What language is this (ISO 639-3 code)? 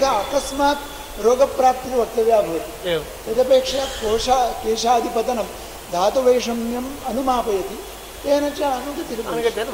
san